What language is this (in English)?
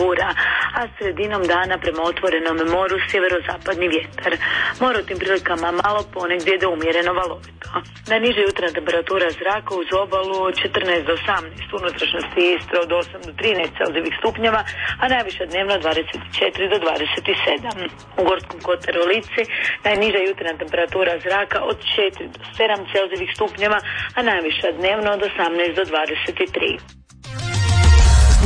Croatian